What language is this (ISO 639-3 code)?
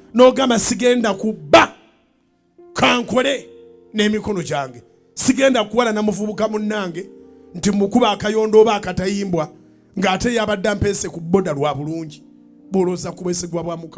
lug